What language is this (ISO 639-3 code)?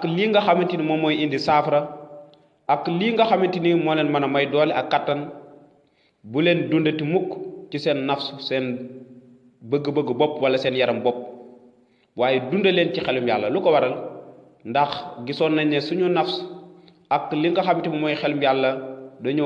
wol